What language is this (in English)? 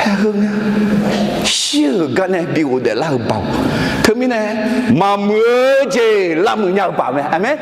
Akha